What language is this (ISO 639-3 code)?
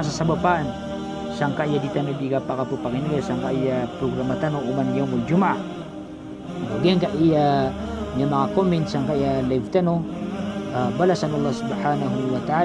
mrw